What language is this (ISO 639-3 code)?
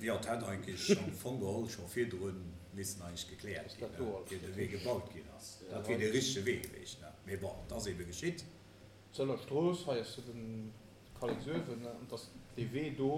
ltz